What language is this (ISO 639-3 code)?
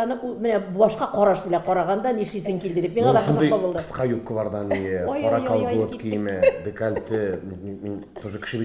tat